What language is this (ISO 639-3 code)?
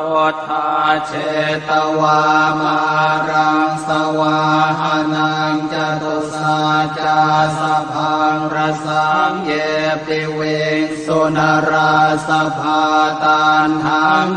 pli